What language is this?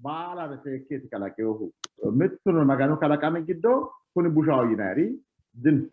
Sidamo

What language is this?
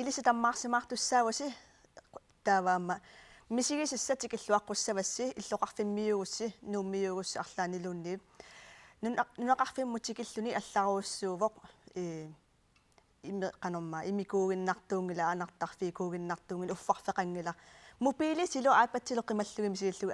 Kalaallisut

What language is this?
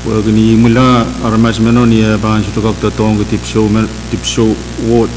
Pohnpeian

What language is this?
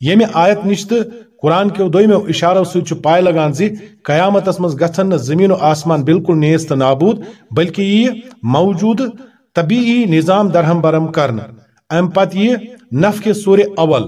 Kashmiri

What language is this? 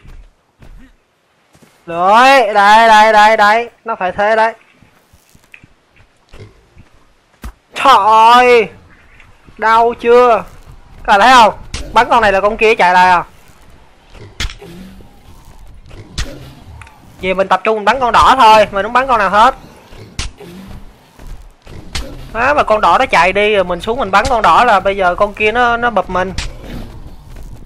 Vietnamese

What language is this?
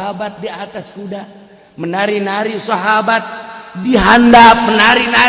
Sundanese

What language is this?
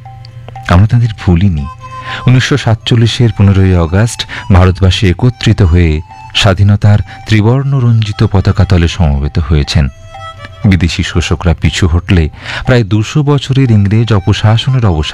Bangla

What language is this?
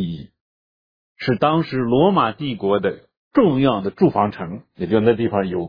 Chinese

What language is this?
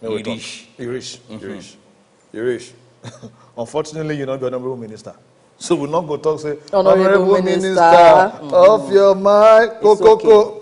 Nigerian Pidgin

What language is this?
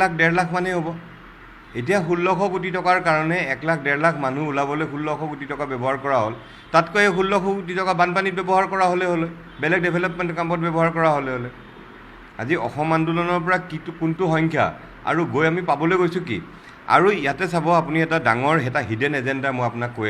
Assamese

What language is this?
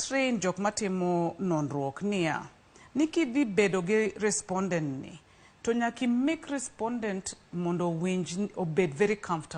Luo (Kenya and Tanzania)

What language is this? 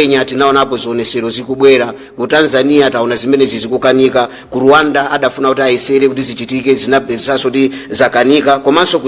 Nyanja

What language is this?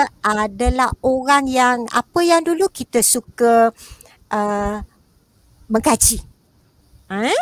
Malay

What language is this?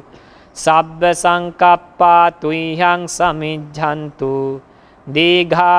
Pali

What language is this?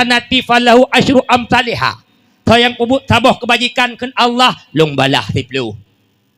Achinese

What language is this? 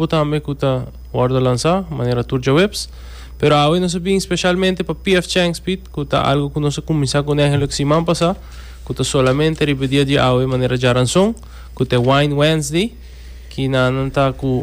Papiamento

